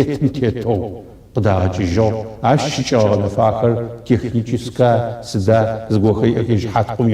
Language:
Adyghe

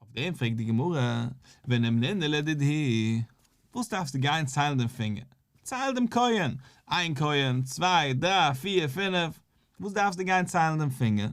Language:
Yiddish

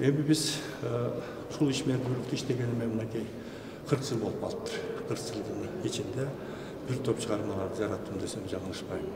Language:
Kyrgyz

